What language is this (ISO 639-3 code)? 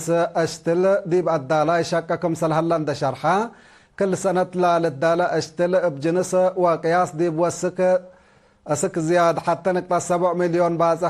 tig